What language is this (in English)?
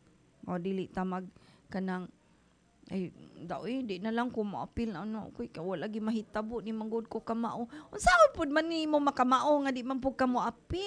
Cebuano